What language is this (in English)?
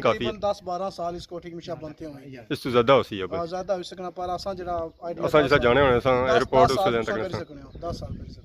Pahari-Potwari